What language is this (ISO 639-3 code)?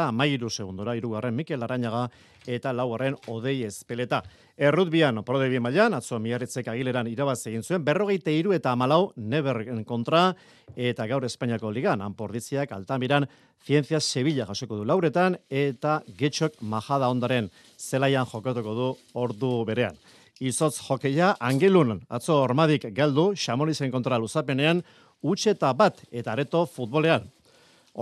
eus